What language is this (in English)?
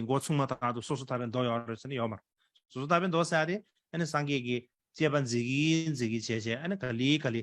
Tibetan